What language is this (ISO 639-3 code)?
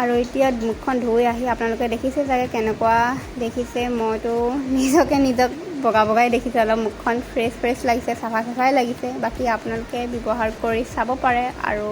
asm